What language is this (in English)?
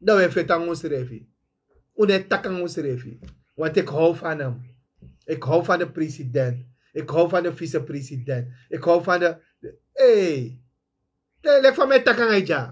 Sranan Tongo